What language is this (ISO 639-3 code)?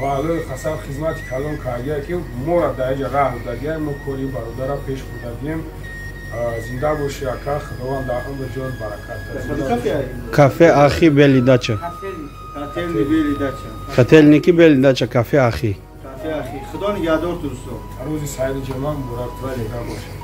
tgk